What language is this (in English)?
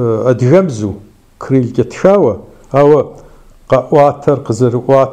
Kabardian